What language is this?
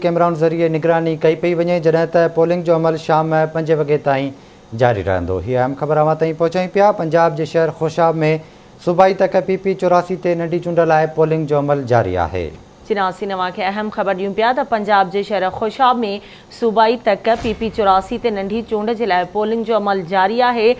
Sindhi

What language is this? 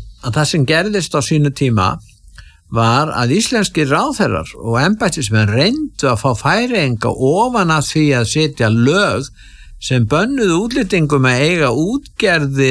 Icelandic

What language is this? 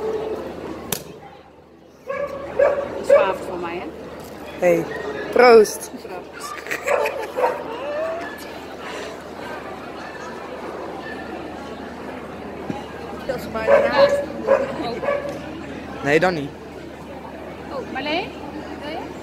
Dutch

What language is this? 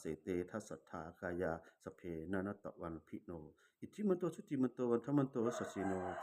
Pali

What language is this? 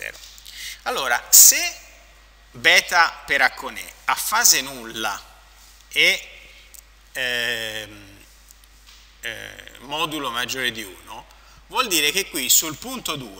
Italian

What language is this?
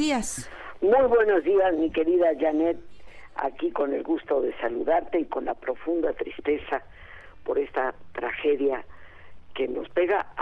Spanish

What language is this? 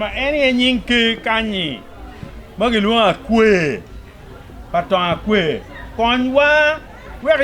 Acoli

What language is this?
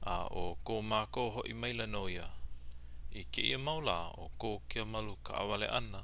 Hawaiian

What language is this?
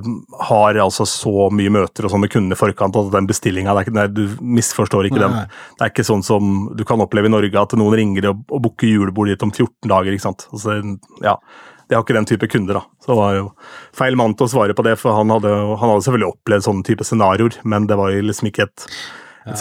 Norwegian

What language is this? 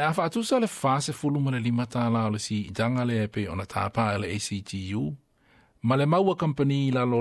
Samoan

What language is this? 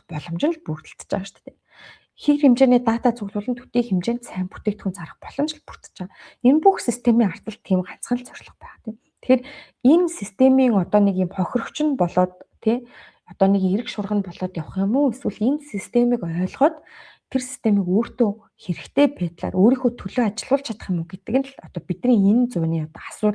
Mongolian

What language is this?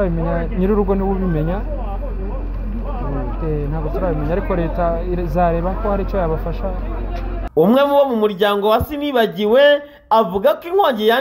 Kinyarwanda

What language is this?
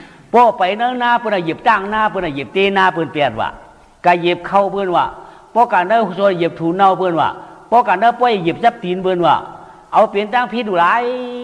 Shan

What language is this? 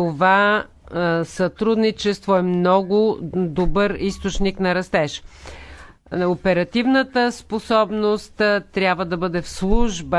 Bulgarian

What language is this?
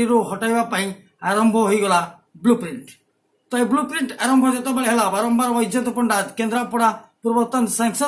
Odia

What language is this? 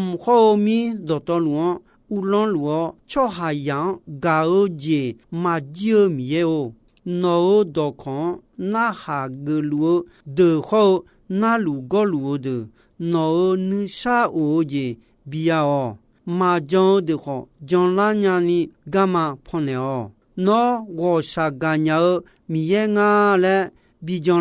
Akha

